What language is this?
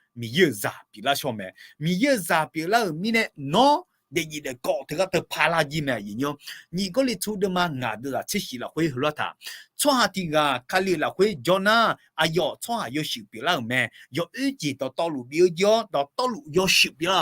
Akha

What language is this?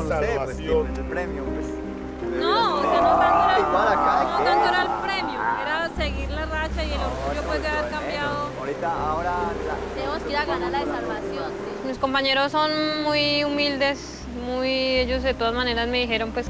Spanish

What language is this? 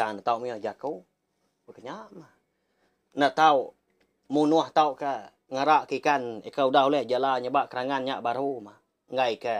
Iban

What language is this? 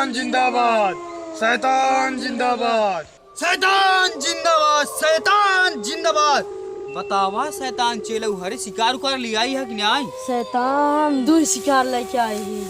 Awadhi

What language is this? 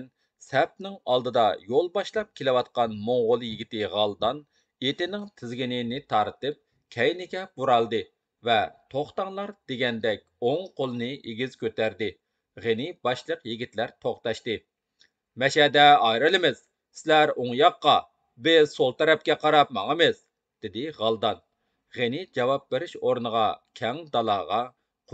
Uyghur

